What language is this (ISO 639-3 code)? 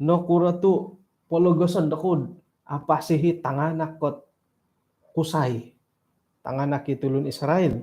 dtp